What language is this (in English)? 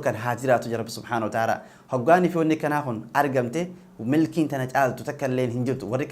Oromo